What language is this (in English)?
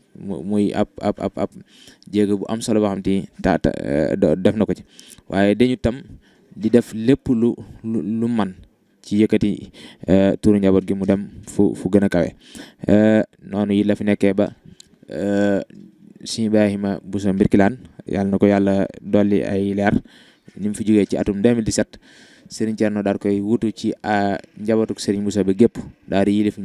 Wolof